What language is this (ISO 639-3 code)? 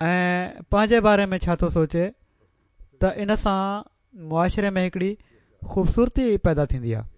snd